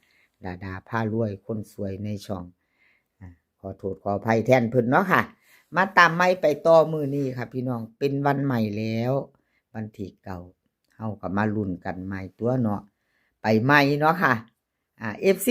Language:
Northeastern Thai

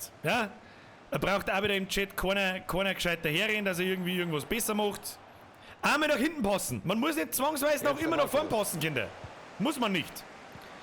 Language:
Bavarian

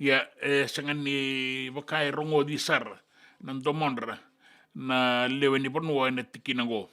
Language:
Fijian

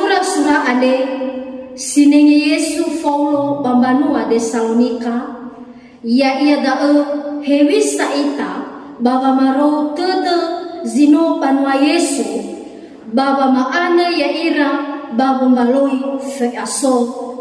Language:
Nias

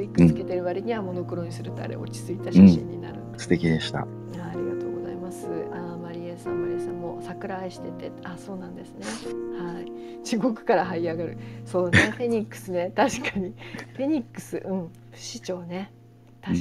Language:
Japanese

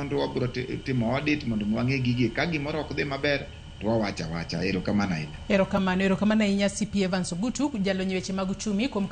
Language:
Luo (Kenya and Tanzania)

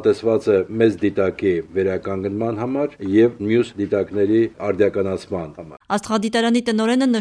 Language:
Armenian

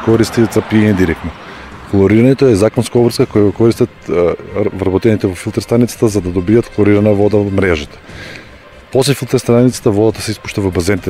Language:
Macedonian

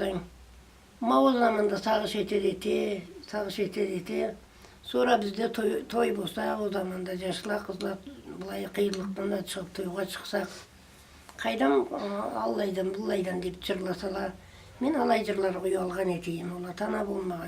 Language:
Karachay-Balkar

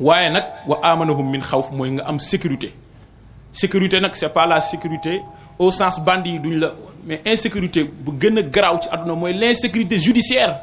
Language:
Wolof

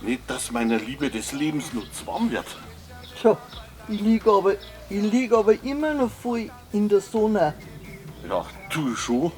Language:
Bavarian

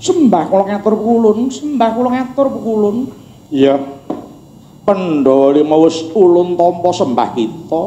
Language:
Javanese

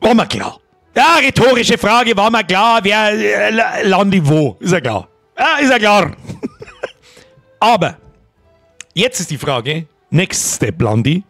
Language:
Bavarian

